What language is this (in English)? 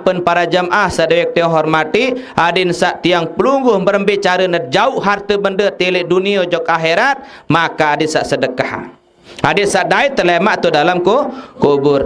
Sasak